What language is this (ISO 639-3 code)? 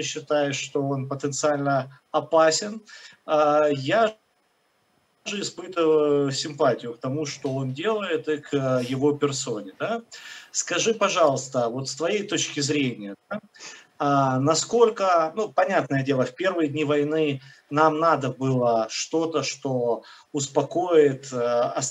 rus